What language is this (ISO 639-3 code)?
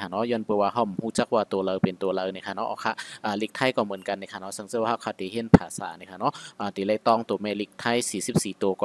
shn